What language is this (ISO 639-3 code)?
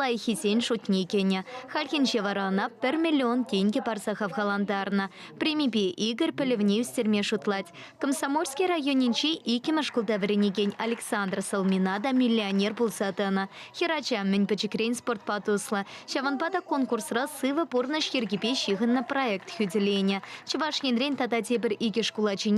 chv